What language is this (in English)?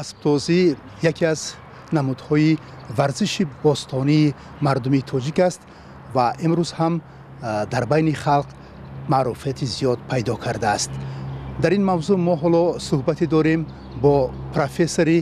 Tajik